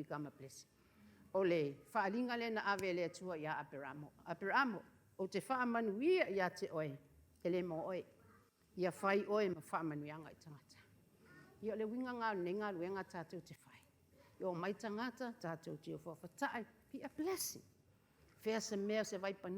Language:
Samoan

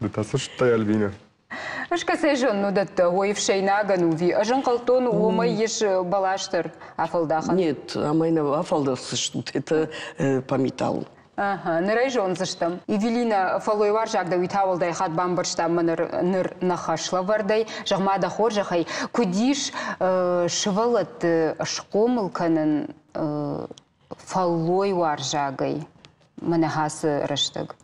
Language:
Ossetic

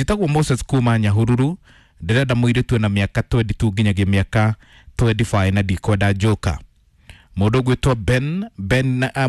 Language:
Kikuyu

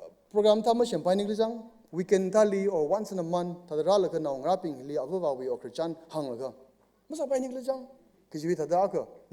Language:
Tangkhul Naga (India)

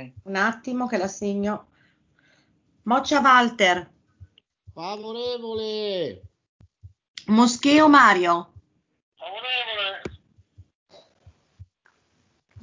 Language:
Italian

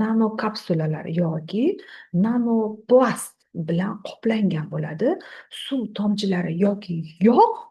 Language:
Uzbek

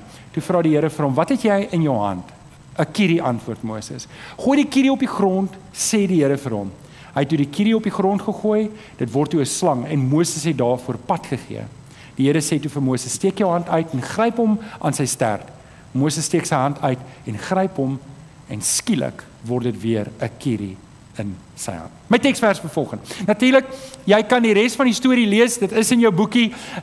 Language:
Afrikaans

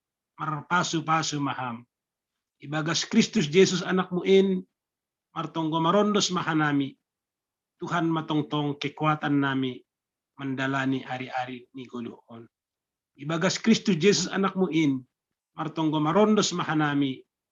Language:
Batak Simalungun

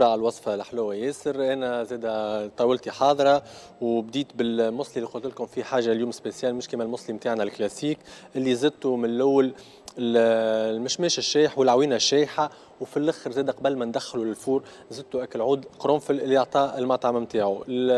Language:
Tunisian Arabic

